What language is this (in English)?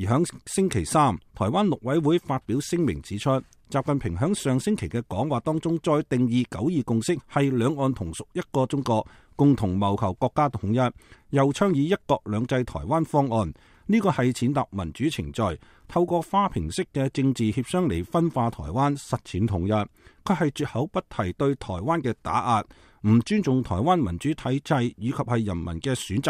Cantonese